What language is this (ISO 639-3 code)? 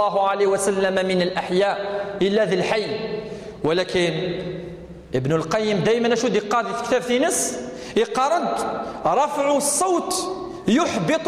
kab